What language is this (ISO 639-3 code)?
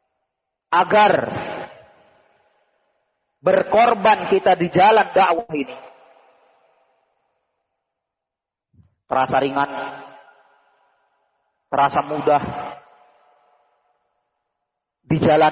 ind